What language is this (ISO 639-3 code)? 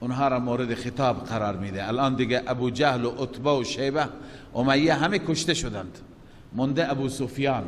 fas